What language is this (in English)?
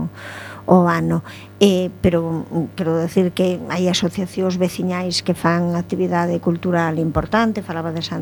Galician